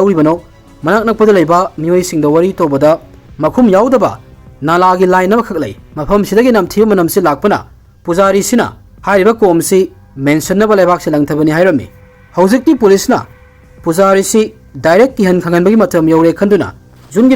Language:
Manipuri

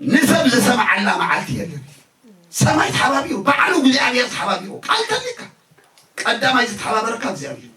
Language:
Tigrinya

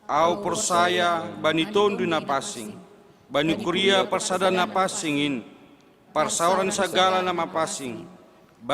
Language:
Batak Simalungun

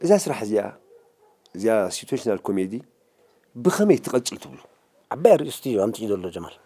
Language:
Tigrinya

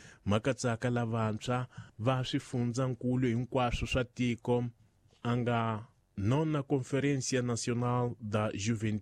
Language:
Tsonga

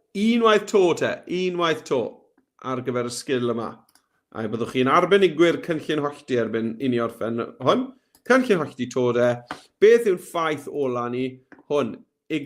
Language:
Welsh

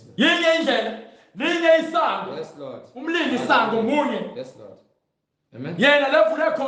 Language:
Zulu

